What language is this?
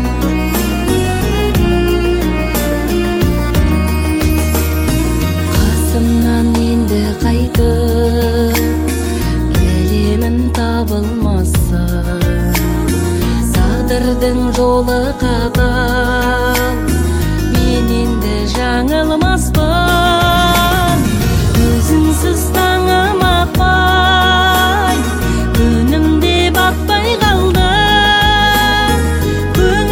Kazakh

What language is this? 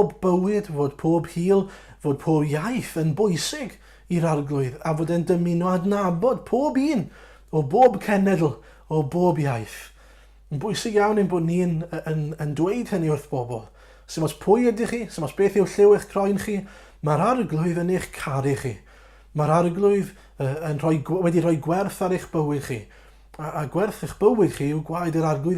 Welsh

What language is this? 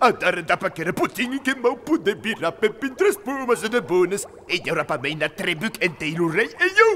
Occitan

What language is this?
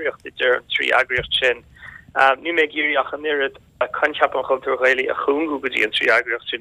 Irish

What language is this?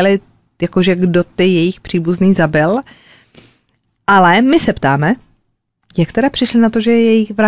Czech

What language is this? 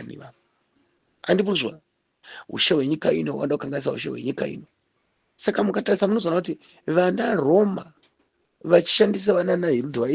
Shona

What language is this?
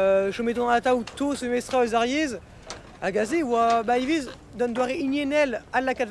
Breton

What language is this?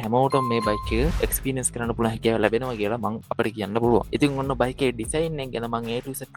Sinhala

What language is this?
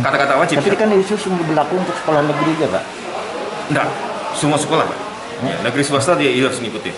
Banjar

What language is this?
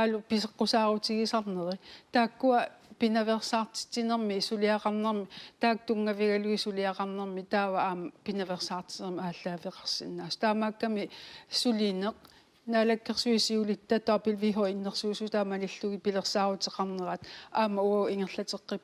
Kalaallisut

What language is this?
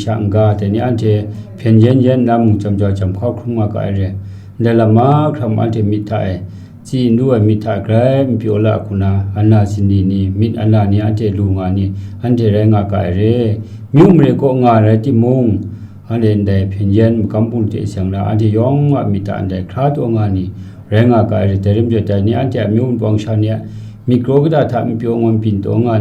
Kachin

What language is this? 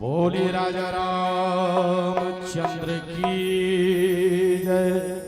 Chhattisgarhi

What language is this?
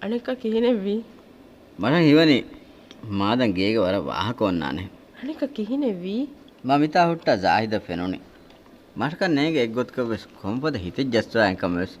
Divehi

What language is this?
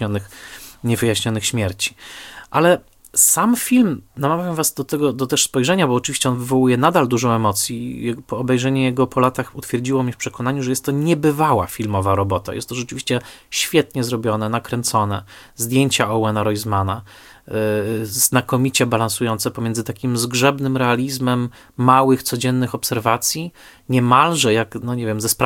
Polish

